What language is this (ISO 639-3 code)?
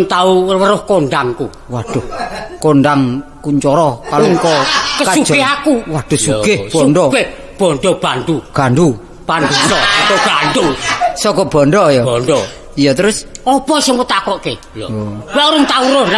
jav